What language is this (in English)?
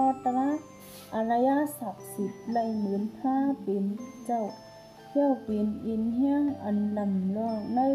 Shan